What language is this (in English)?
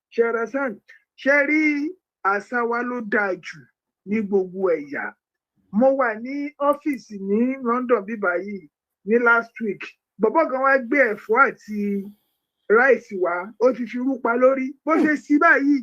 Yoruba